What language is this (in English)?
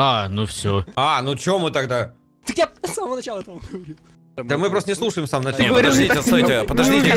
Russian